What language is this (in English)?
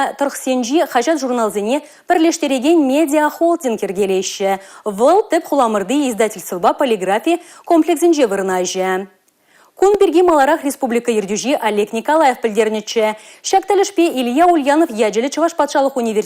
Chuvash